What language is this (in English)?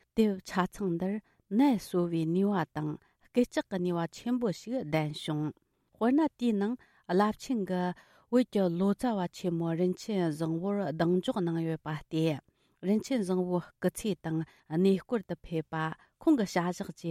Tibetan